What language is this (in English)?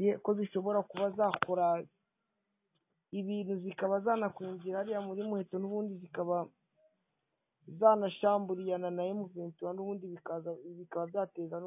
Kinyarwanda